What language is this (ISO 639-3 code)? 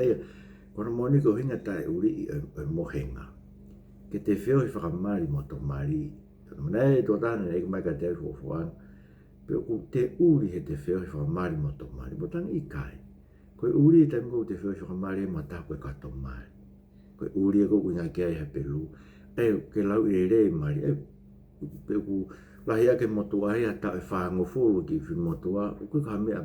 ton